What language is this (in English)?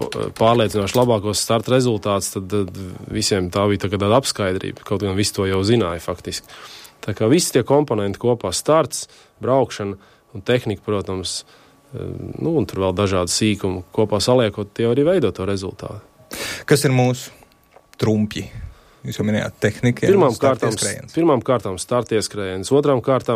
Latvian